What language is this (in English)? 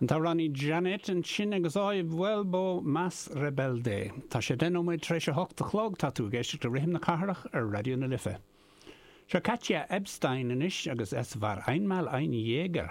Irish